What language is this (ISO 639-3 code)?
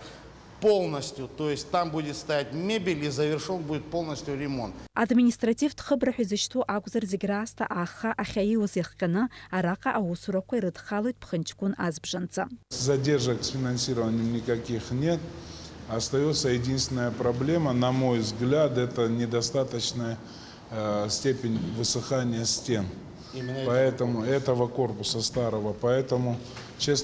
abk